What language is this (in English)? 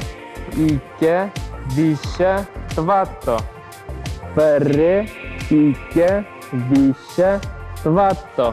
Chuvash